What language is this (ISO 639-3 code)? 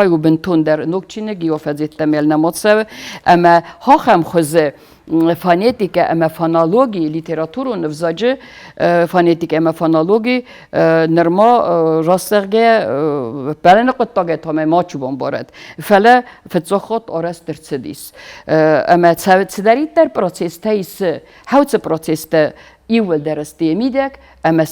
oss